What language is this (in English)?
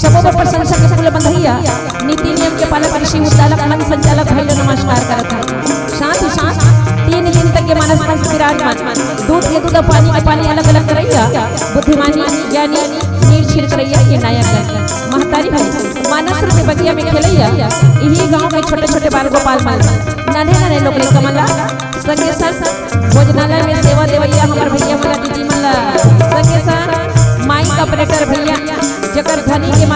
Chhattisgarhi